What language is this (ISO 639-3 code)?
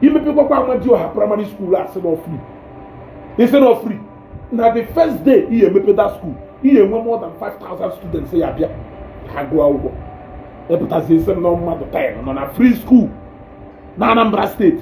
ibo